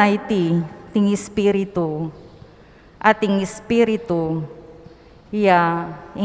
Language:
Pampanga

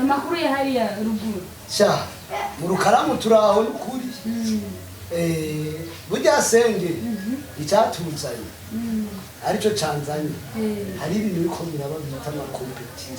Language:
Rundi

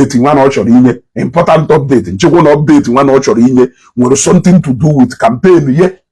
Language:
Igbo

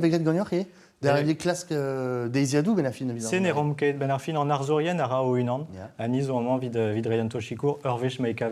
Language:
Breton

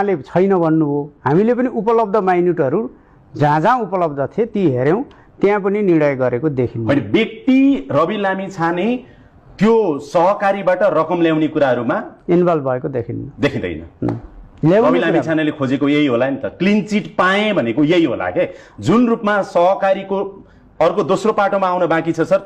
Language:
Nepali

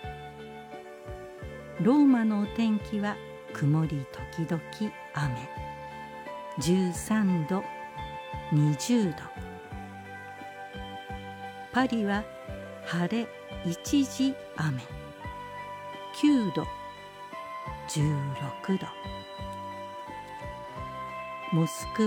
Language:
Japanese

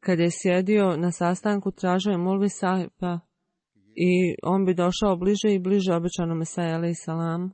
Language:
Bosnian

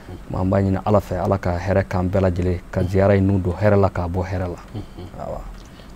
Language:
Bambara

